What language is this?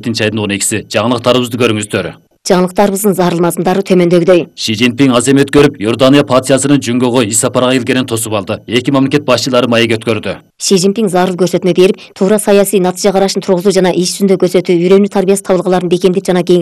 Kyrgyz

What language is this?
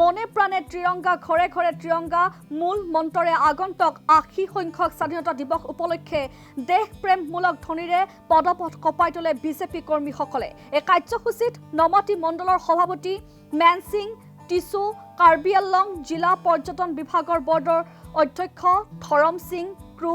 Assamese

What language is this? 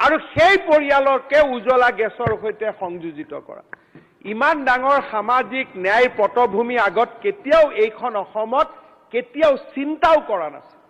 Assamese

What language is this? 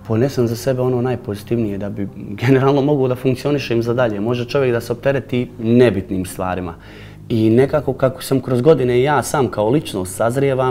Serbian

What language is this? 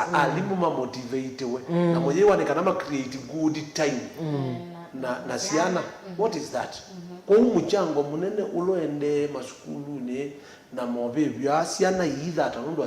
Kamba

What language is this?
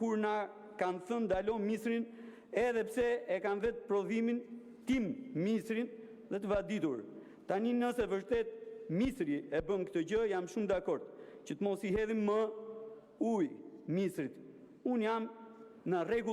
Albanian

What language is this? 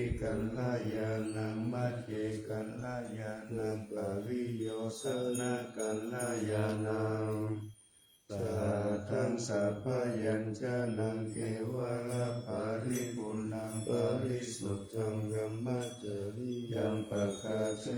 Pali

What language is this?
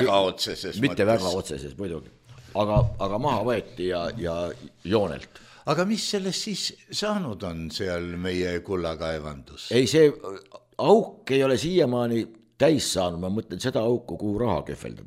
Estonian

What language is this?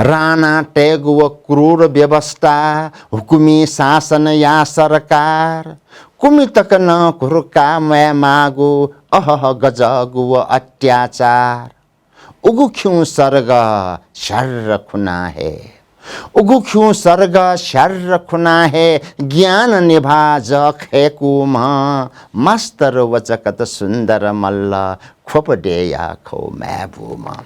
Newari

